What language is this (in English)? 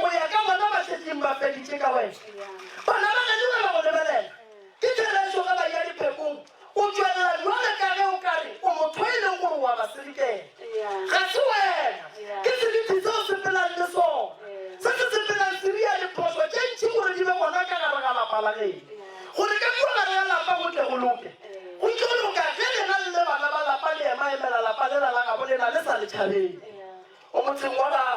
Northern Sotho